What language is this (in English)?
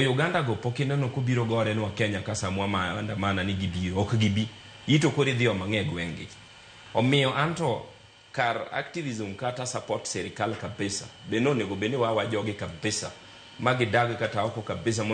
Luo (Kenya and Tanzania)